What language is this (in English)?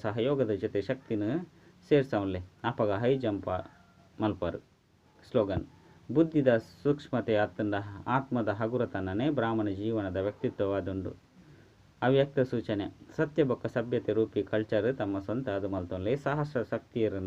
Tulu